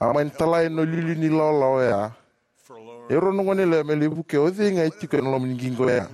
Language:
Fijian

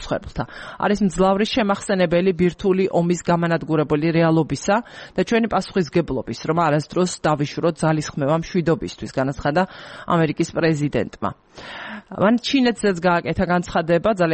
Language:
Georgian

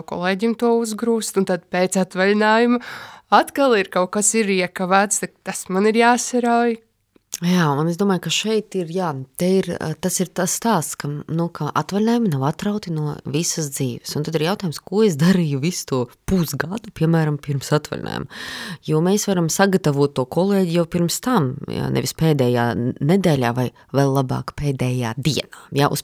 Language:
Latvian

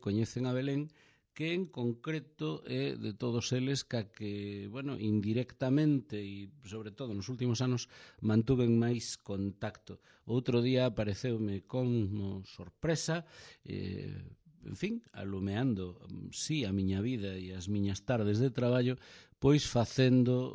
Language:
Galician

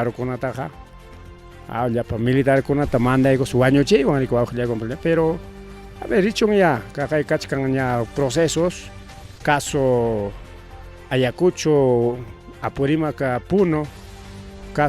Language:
Ayacucho Quechua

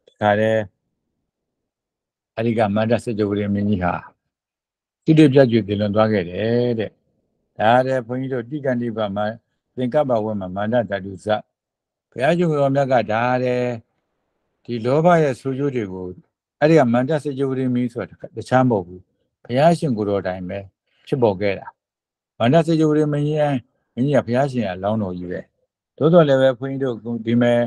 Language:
Burmese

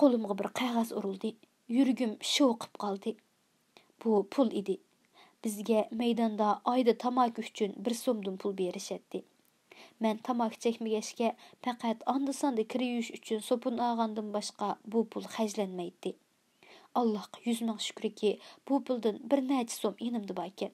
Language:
Uyghur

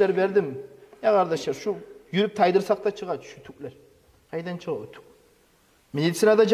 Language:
Kumyk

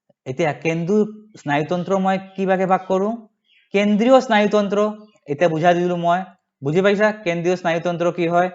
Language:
Assamese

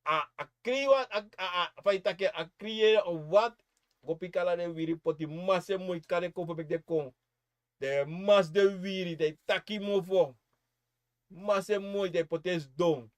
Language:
Sranan Tongo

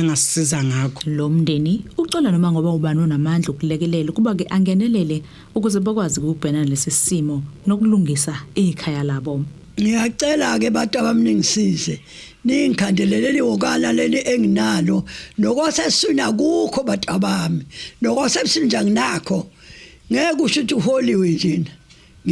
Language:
Zulu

